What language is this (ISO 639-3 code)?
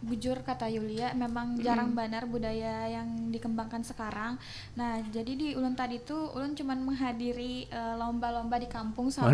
bjn